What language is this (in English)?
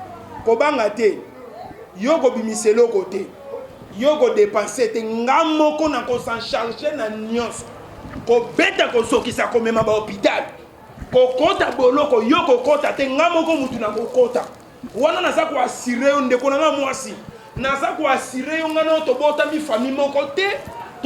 Lingala